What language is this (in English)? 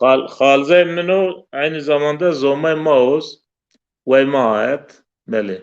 Zaza